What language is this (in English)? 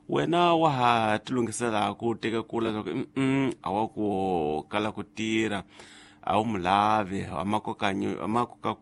Tsonga